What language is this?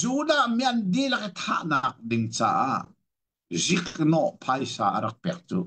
Hakha Chin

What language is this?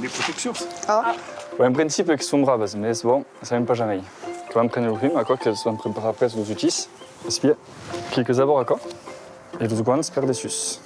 Occitan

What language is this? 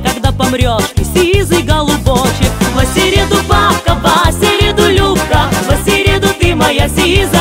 Russian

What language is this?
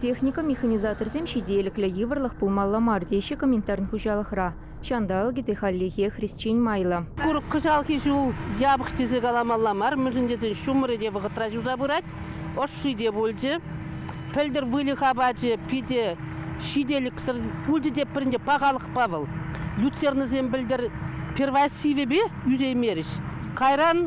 Chuvash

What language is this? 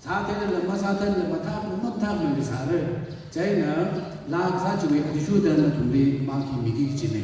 Tangkhul Naga (India)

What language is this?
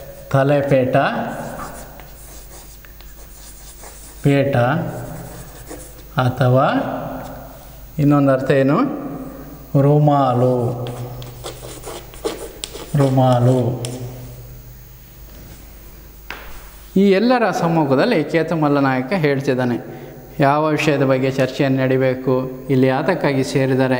Kannada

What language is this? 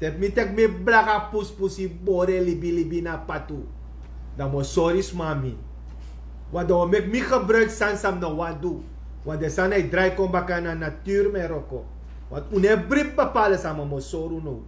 Sranan Tongo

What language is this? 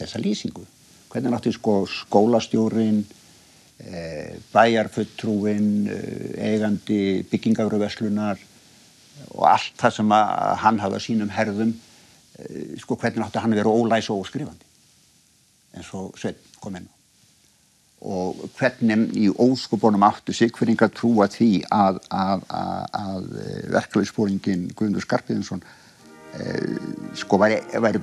Icelandic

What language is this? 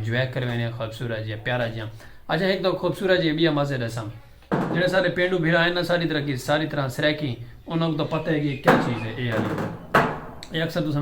Saraiki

